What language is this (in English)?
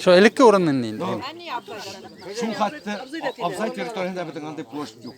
Bashkir